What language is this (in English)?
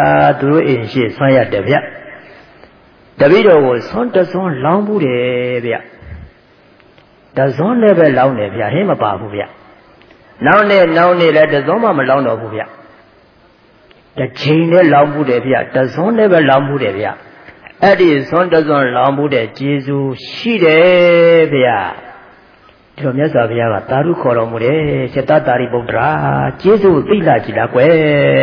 Burmese